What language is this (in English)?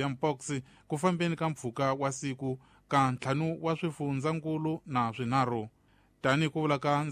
Tsonga